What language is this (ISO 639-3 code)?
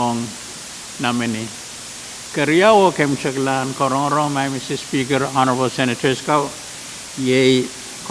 pon